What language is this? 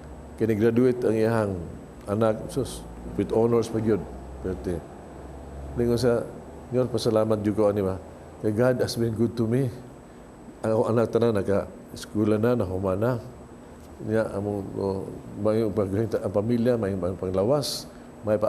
Cebuano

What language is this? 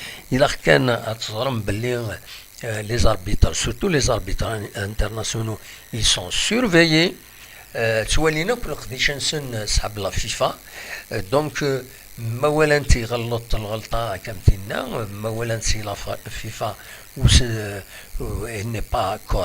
Kabyle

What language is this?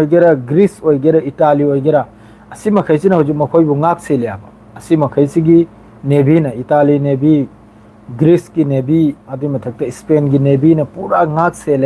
Manipuri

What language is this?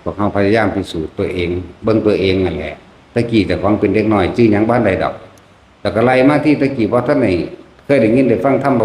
Lao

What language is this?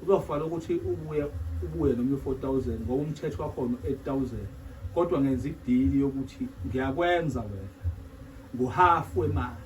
Zulu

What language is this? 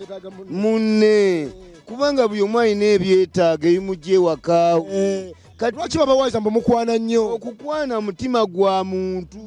Ganda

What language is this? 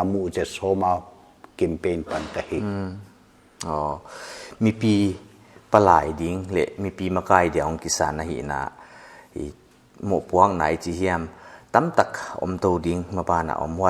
Paite Chin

